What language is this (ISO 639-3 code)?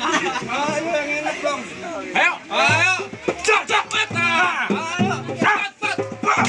bew